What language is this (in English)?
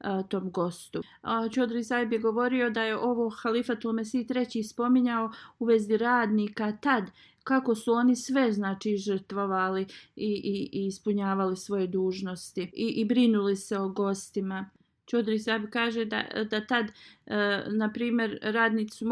Bosnian